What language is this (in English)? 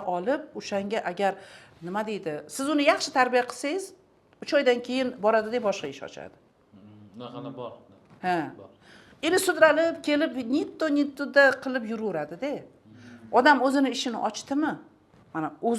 Uzbek